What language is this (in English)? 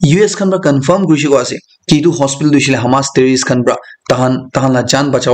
Naga Pidgin